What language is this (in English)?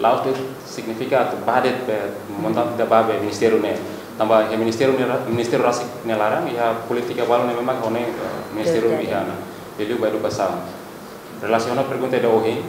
Tetum